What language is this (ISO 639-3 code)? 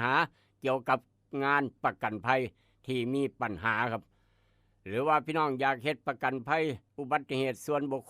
tts